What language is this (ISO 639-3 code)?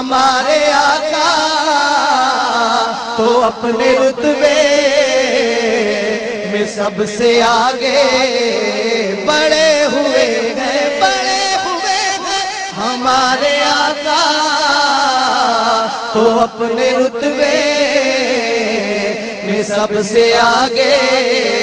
urd